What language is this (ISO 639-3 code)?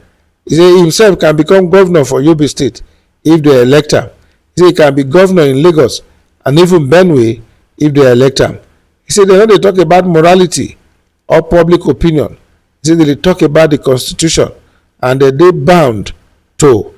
pcm